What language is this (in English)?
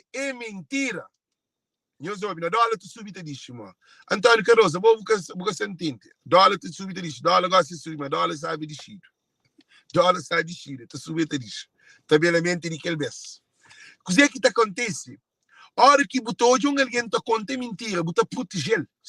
Kabuverdianu